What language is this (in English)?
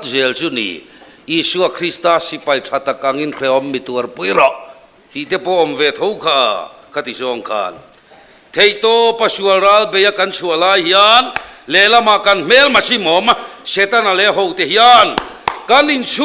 Mizo